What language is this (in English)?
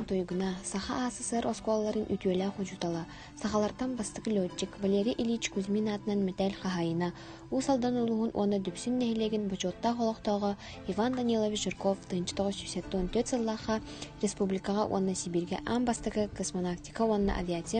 Yakut